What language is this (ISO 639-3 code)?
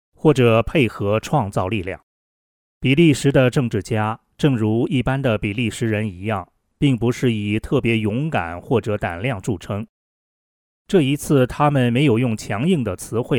zho